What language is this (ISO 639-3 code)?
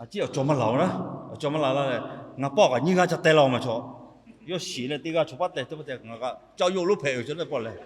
lhu